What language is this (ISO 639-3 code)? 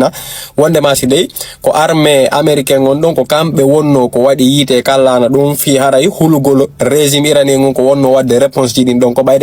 ful